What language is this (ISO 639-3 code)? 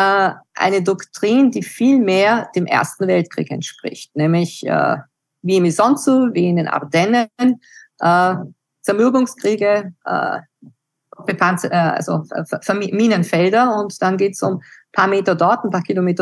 deu